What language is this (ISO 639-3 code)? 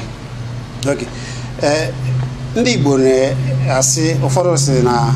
ibo